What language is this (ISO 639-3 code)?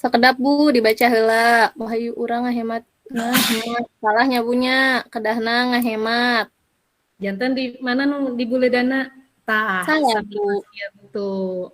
sun